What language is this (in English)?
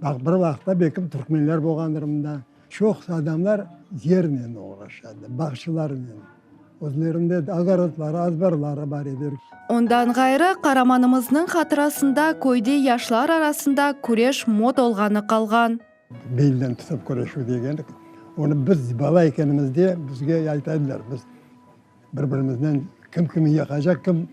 Crimean Tatar